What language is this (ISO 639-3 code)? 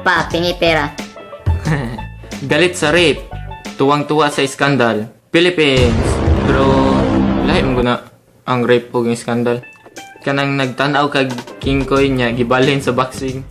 ceb